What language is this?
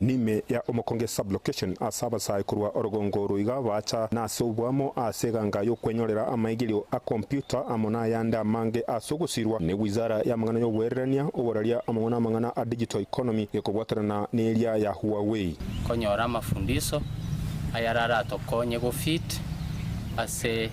Gusii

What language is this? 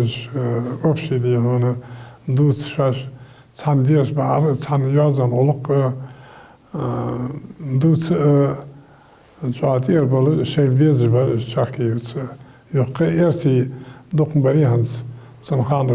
Ingush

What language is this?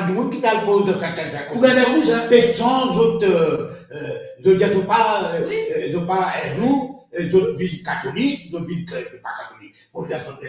Morisyen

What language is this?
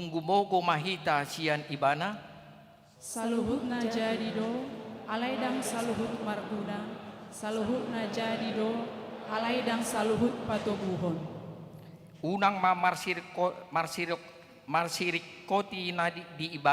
Batak Toba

